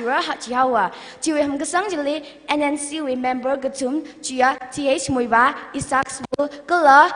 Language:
Tangkhul Naga (India)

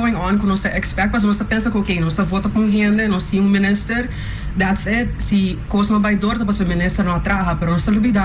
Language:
Papiamento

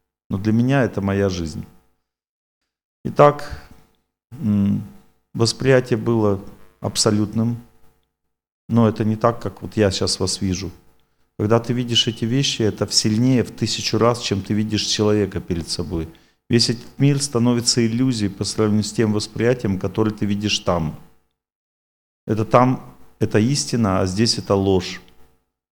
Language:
Russian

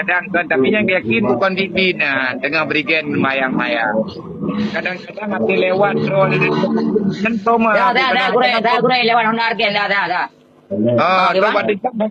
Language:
Achinese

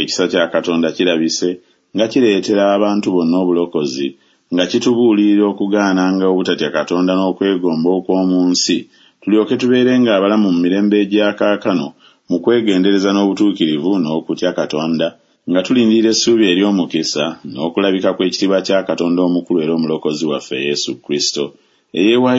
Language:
Ganda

